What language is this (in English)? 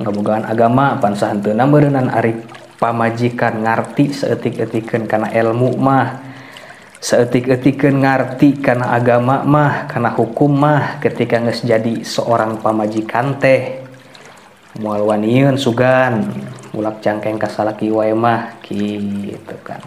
Sundanese